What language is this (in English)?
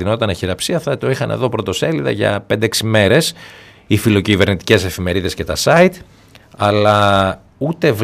Greek